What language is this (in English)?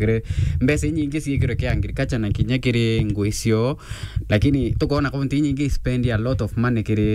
Meru